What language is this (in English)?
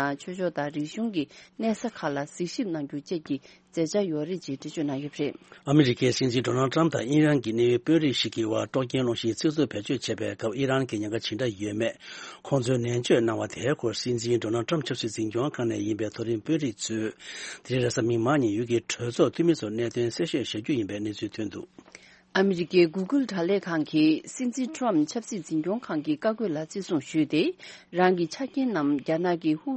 Tibetan